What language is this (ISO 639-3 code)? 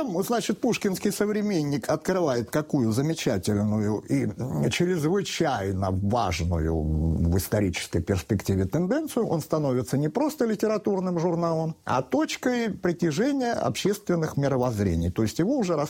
rus